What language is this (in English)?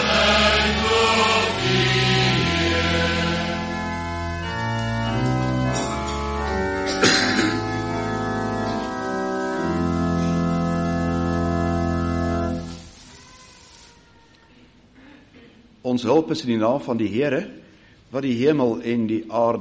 Afrikaans